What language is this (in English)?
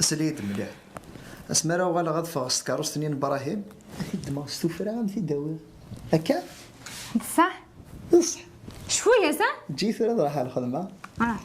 Kabyle